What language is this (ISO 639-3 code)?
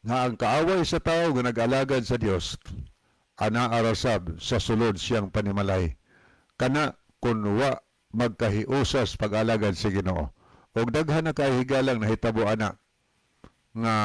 ceb